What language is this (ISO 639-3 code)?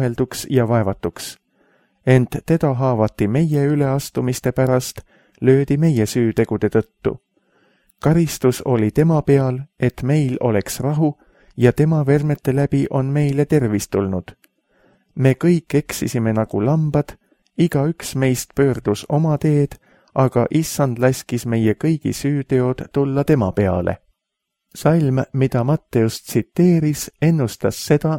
est